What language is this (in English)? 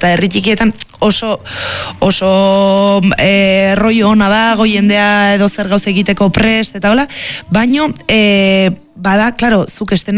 Basque